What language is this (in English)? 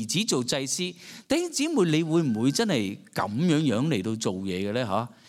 Cantonese